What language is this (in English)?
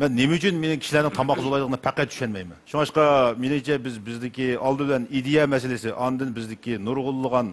Uyghur